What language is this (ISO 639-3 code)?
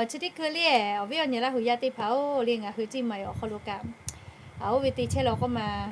lhu